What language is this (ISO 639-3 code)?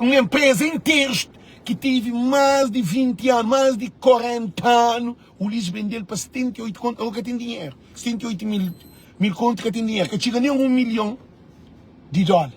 kea